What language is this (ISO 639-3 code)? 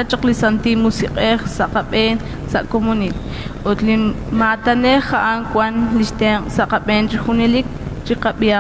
kek